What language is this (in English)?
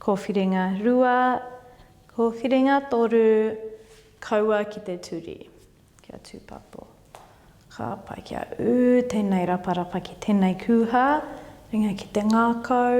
Māori